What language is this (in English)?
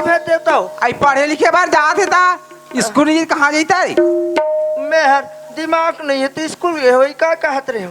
Chhattisgarhi